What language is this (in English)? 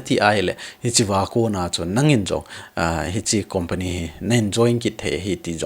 Thado Chin